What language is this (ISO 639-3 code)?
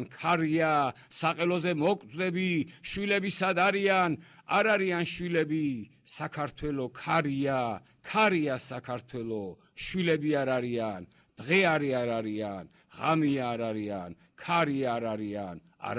kat